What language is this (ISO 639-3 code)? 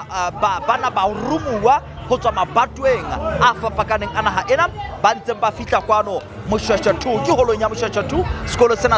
sot